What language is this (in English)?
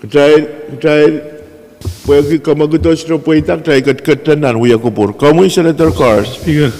Pohnpeian